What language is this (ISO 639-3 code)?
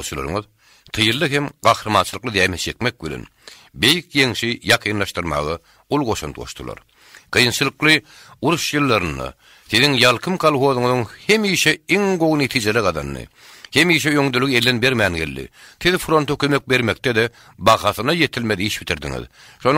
tuk